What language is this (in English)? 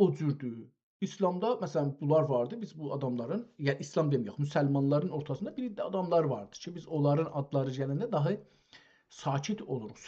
South Azerbaijani